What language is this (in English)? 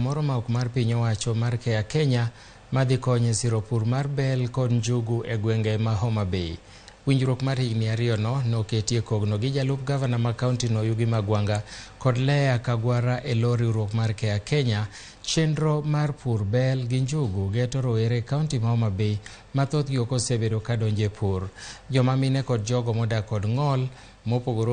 Luo (Kenya and Tanzania)